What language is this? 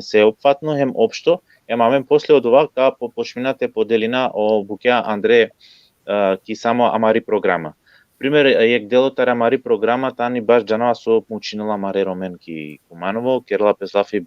Balkan Romani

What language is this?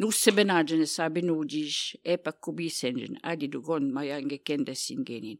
Albanian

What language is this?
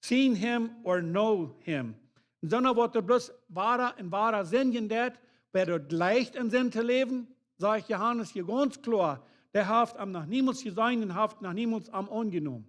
Plautdietsch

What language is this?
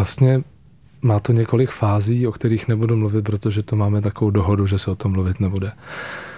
Czech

